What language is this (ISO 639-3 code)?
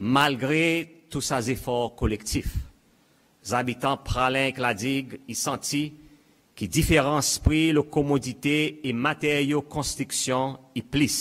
crs